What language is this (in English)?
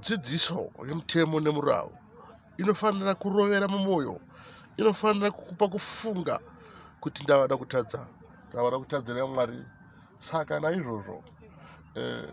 Shona